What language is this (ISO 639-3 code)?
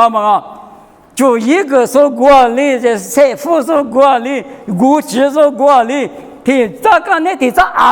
lis